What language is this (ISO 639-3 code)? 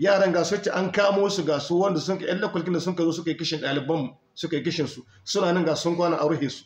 hau